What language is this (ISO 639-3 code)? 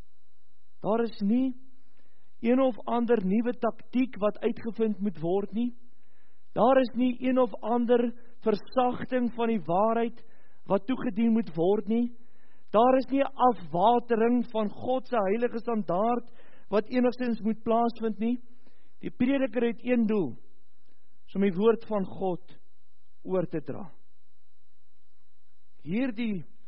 afr